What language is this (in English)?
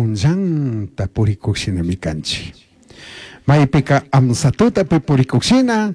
Chimborazo Highland Quichua